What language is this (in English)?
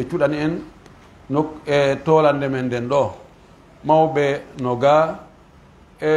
Pular